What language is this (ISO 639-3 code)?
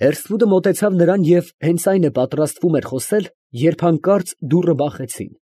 hye